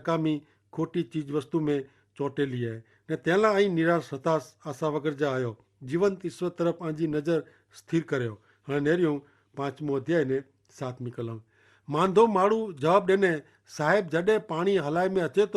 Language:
Kachhi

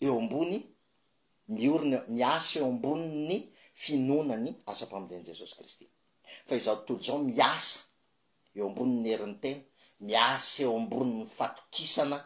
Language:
Malagasy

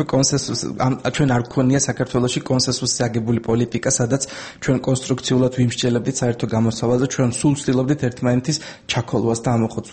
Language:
Georgian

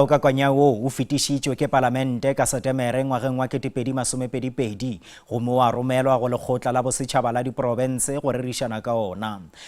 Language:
Northern Sotho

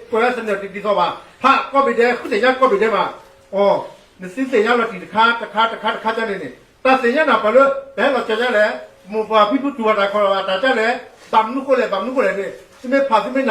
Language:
S'gaw Karen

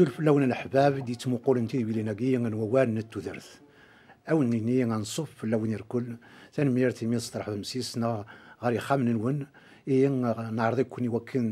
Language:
Kabyle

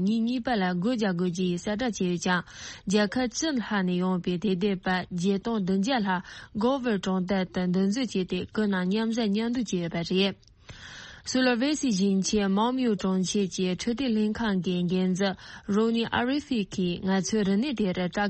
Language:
Tibetan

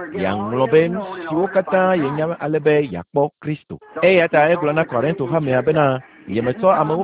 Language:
Ewe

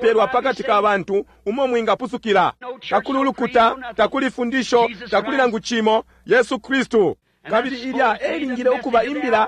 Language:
Bemba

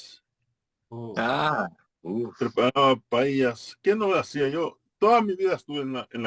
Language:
Ladino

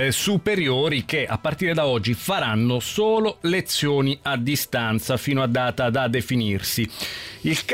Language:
Italian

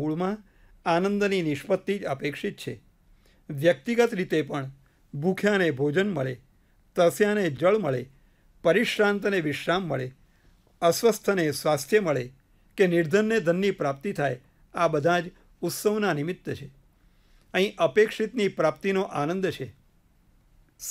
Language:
Gujarati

